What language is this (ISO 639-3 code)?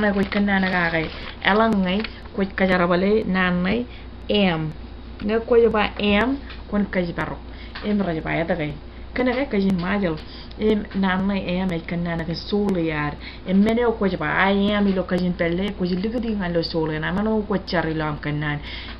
mah